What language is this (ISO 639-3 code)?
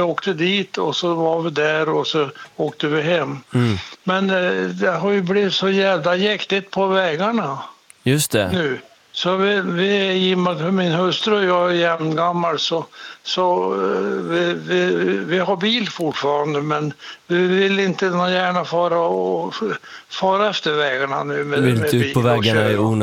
swe